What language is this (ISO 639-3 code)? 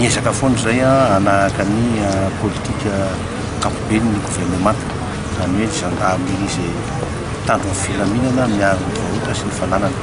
mlg